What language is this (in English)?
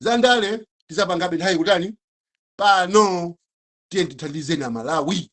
Nyanja